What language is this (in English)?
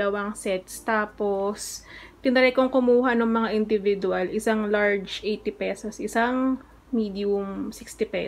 Filipino